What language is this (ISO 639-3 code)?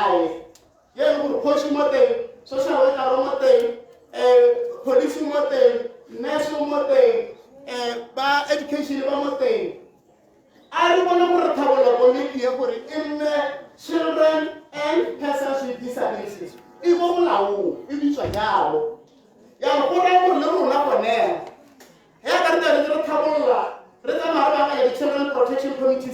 tsn